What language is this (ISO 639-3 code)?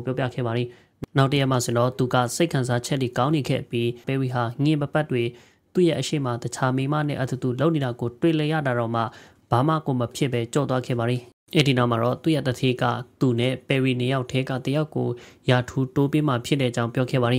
mya